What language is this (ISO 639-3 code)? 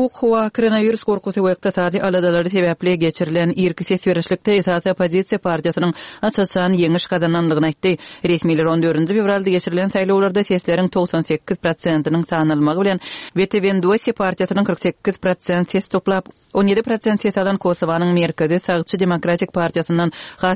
tuk